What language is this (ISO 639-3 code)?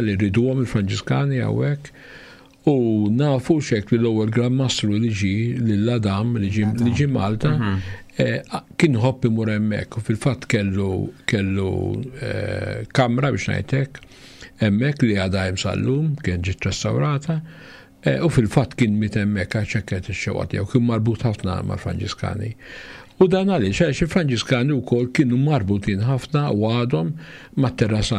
mlt